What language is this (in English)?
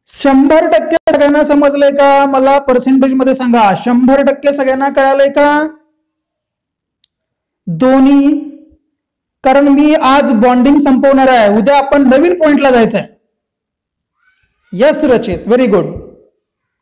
Marathi